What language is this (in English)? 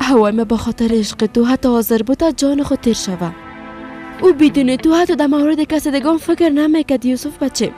Persian